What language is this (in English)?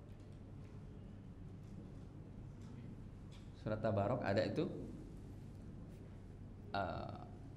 Indonesian